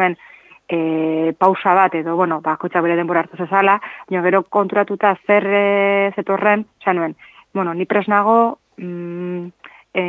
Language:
Basque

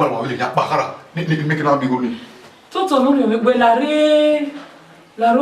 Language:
Bini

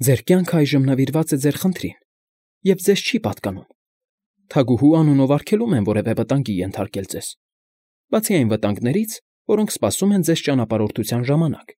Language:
Armenian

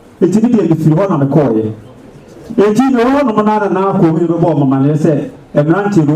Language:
Akan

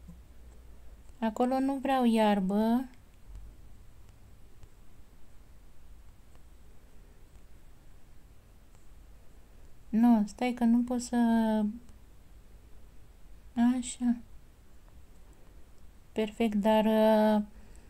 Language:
Romanian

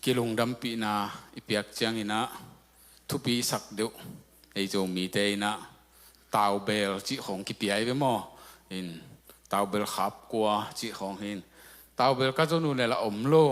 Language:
Tedim Chin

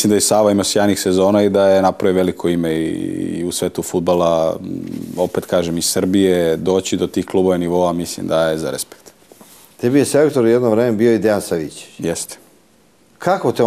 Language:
Serbian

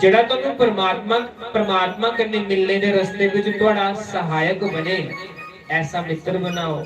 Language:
Dogri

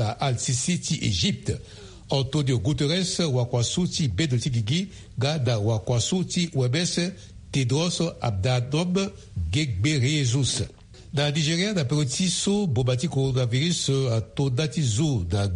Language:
Sango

